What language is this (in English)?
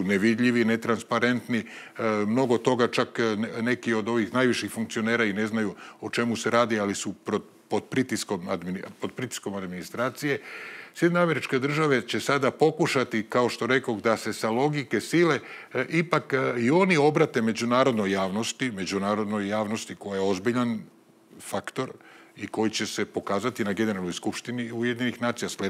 Serbian